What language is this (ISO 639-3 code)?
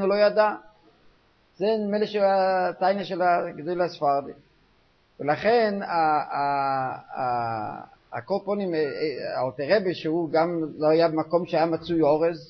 heb